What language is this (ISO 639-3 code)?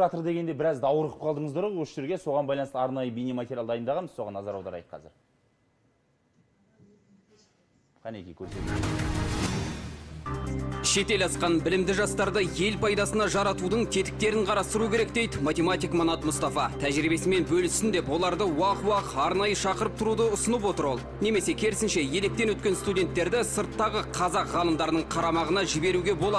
kaz